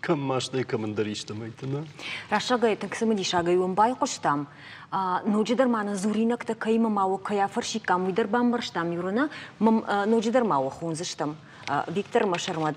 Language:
Ossetic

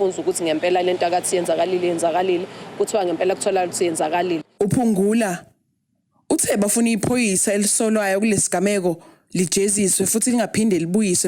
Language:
Zulu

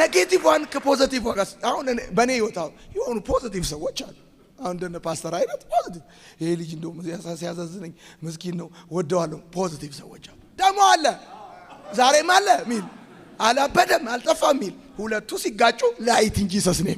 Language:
Amharic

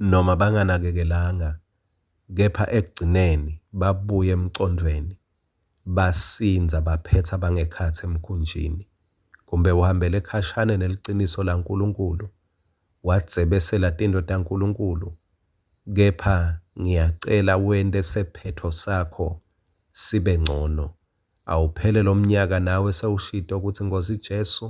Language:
Swati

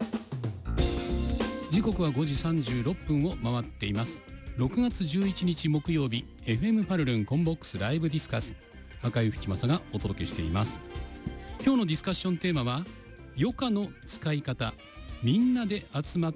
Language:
Japanese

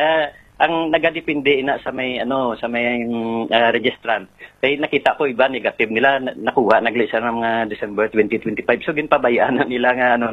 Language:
Hiligaynon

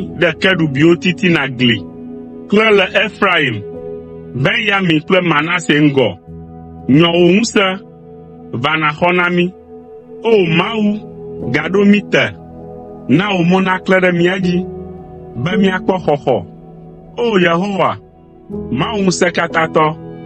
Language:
Ewe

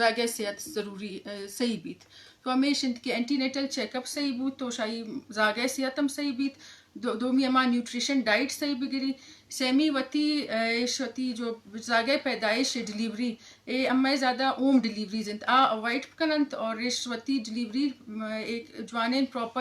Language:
Eastern Balochi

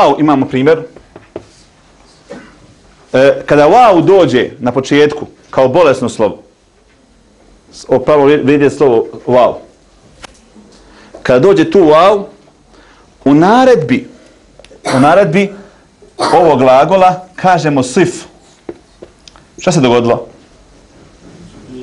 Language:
Bosnian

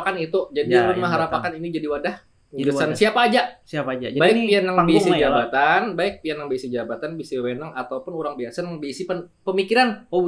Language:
Banjar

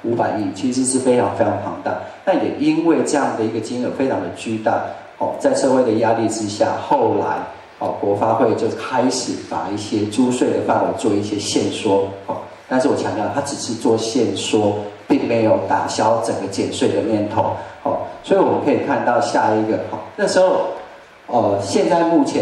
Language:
Chinese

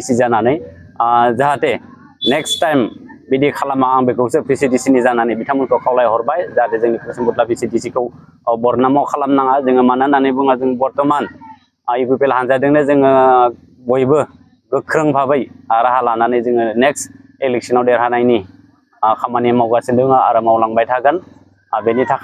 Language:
Bodo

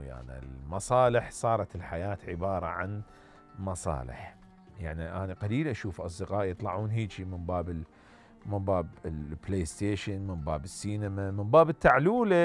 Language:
Mesopotamian Arabic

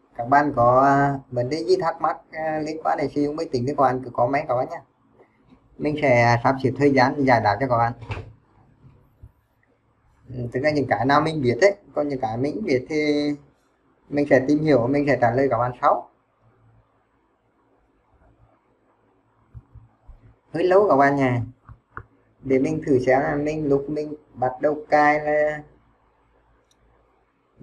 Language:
Vietnamese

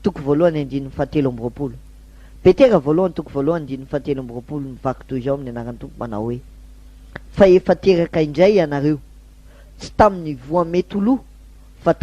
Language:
Malagasy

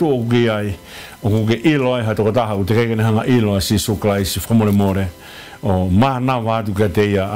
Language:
Tongan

